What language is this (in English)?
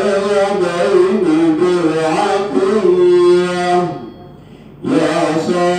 Arabic